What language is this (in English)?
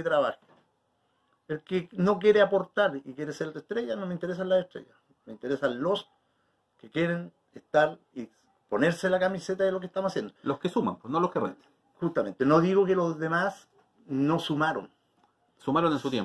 Spanish